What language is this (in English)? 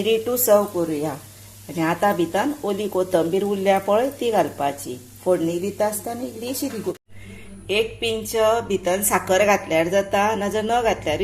Konkani